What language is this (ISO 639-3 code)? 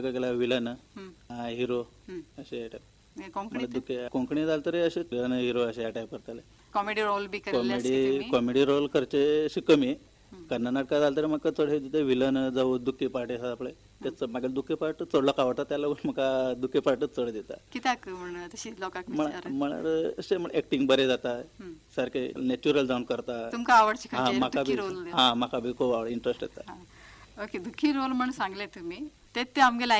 kok